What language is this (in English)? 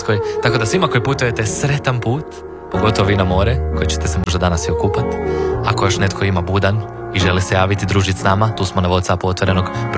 Croatian